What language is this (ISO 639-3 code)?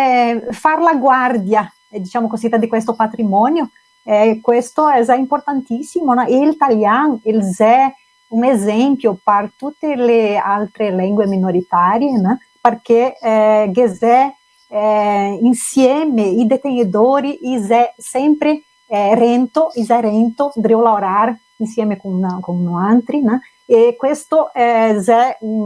vec